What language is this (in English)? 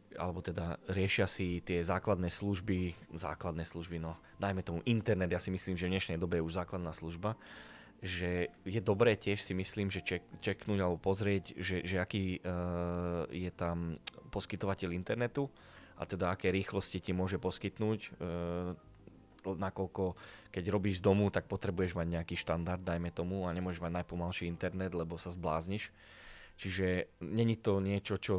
Slovak